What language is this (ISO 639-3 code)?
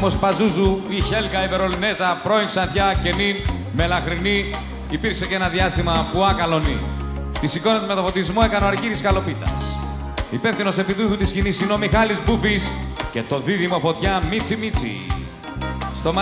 ell